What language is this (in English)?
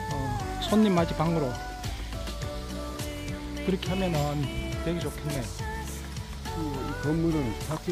Korean